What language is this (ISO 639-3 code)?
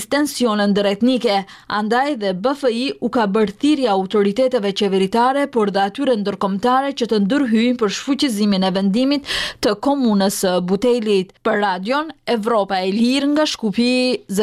sqi